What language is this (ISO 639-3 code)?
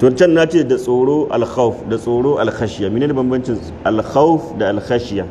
hau